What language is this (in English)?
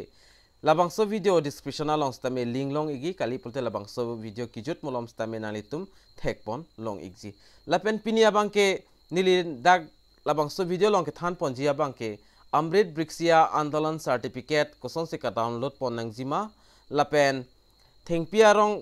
Karbi